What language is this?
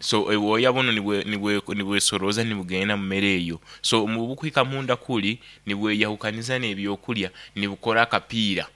Nyoro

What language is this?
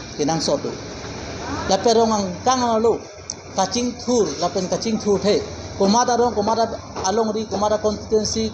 Karbi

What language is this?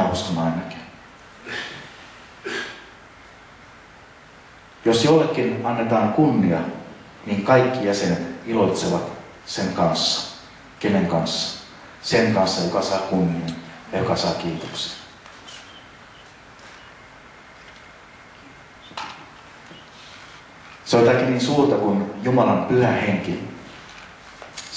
Finnish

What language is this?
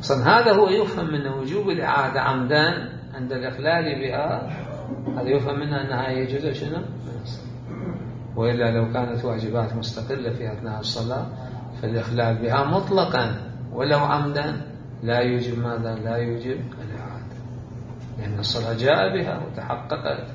Mesopotamian Arabic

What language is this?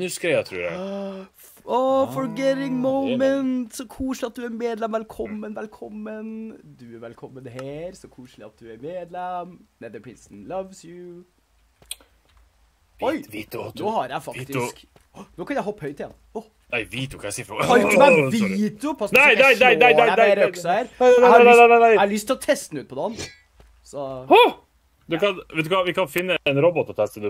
Norwegian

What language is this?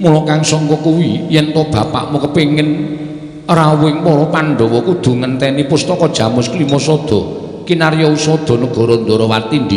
Javanese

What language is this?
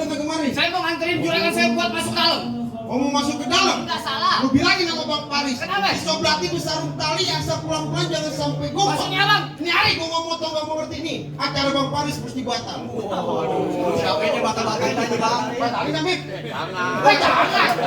Betawi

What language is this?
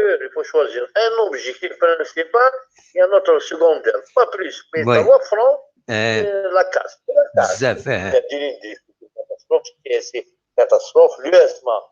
Kabyle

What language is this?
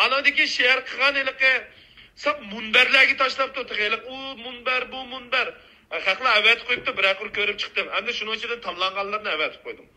Uyghur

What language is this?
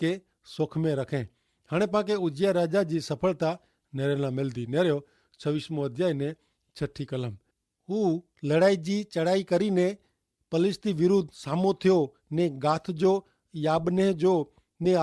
Kachhi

